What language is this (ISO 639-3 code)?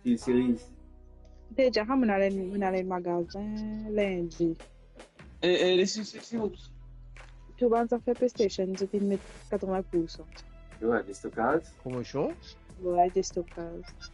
mfe